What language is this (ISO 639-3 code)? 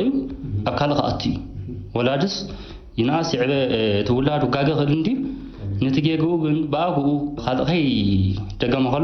tir